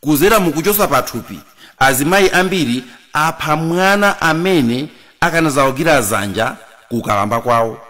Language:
Nyanja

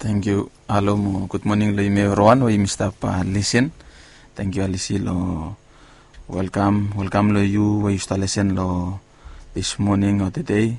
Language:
Bislama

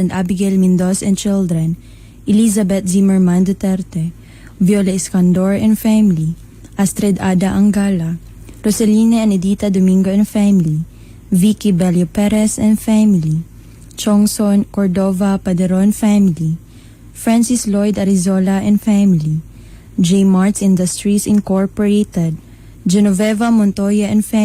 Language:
Cebuano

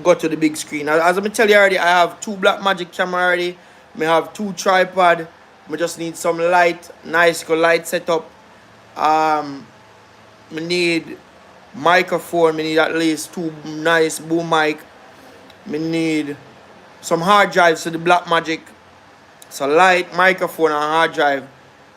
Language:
Jamaican Creole English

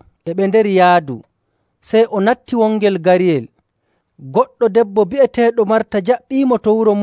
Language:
Nigerian Fulfulde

